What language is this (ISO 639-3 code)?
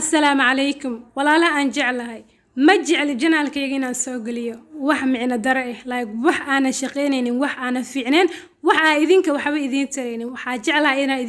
som